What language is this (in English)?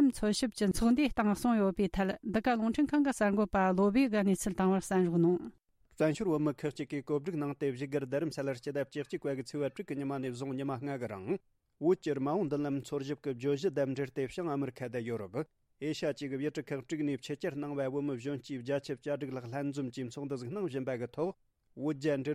Tibetan